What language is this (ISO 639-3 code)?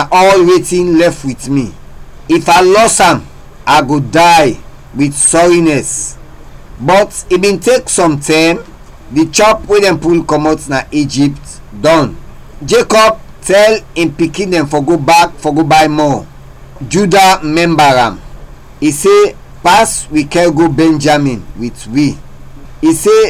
kri